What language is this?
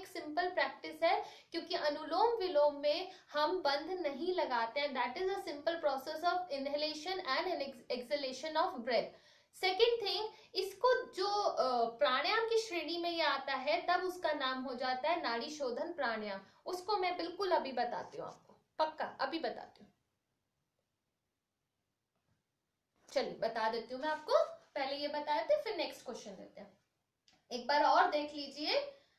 Hindi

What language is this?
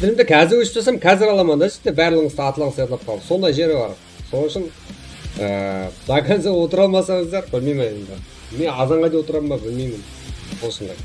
Kara-Kalpak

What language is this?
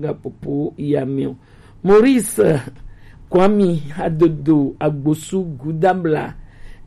Gen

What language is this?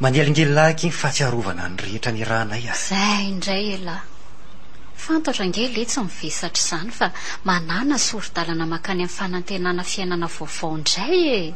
Malagasy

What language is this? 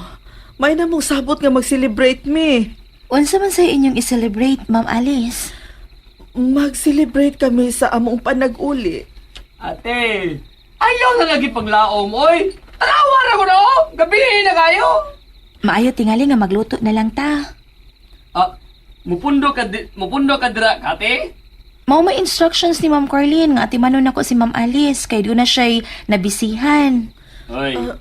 Cebuano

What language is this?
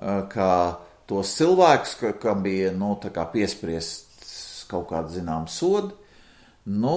Latvian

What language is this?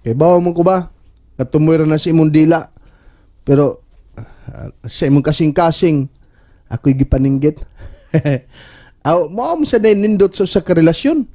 Cebuano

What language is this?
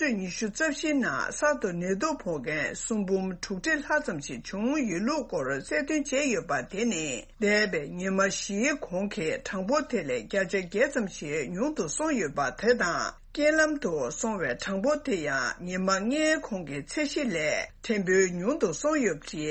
Tibetan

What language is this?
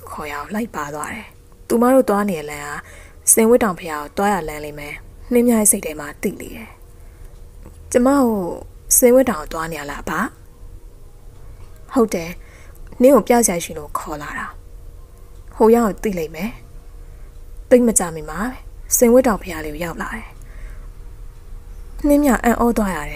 Burmese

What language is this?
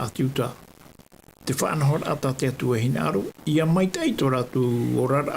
Tahitian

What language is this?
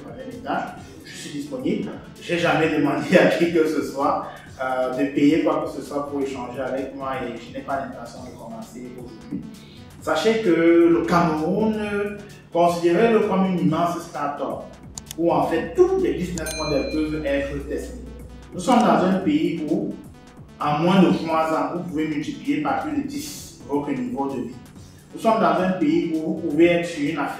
French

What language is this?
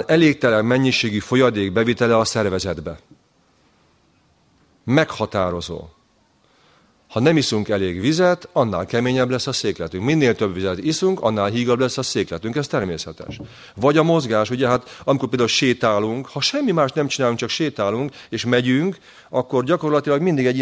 Hungarian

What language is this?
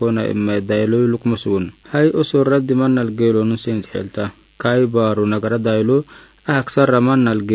Afar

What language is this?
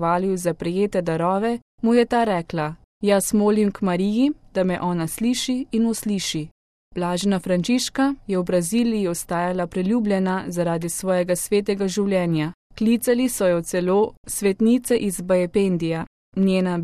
Slovenian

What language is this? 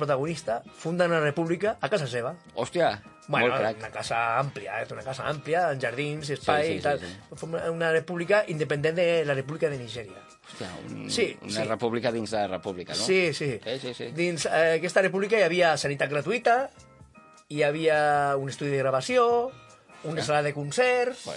Catalan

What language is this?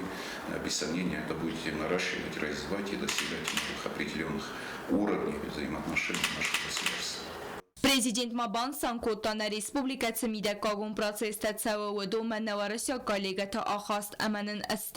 Ossetic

